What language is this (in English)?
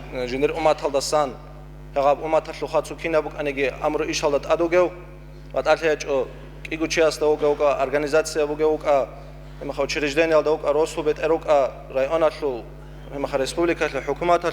Avaric